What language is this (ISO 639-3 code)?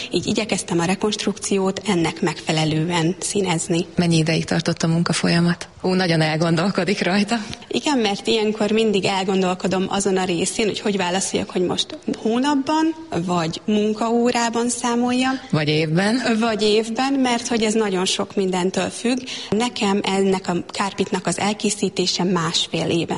hun